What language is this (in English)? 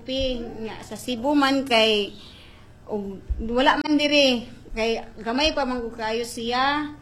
Cebuano